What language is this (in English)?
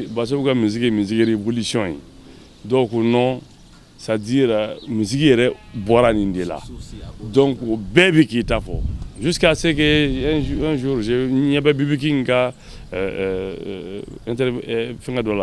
Bambara